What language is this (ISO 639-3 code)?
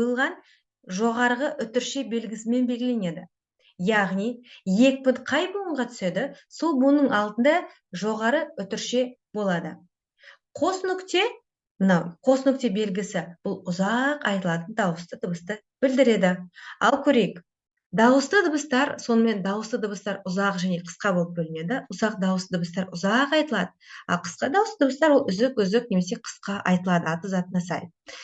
kaz